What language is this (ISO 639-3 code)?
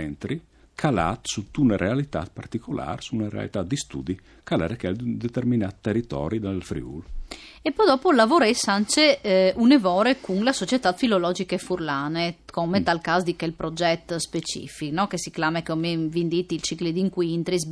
fur